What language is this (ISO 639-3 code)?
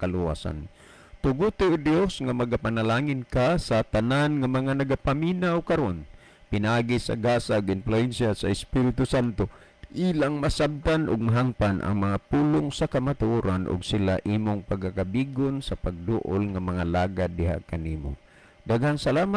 ceb